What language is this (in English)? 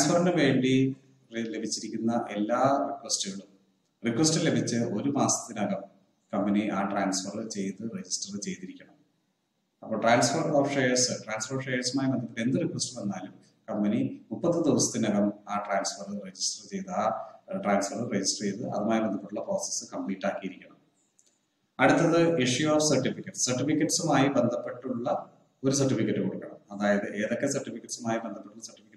Malayalam